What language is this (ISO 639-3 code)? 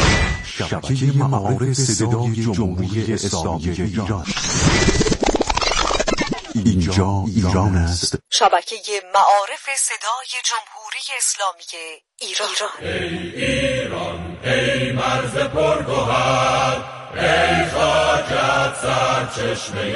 fas